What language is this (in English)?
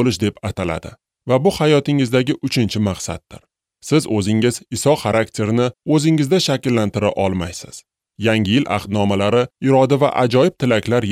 Uzbek